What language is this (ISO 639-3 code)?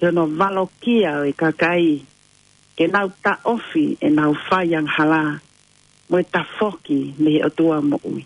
ton